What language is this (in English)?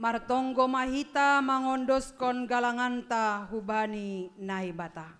Batak Simalungun